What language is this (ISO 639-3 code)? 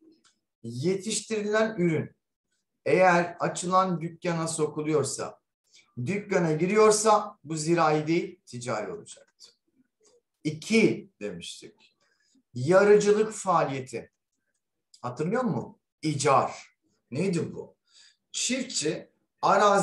tur